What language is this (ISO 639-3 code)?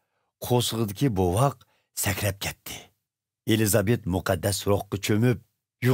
uig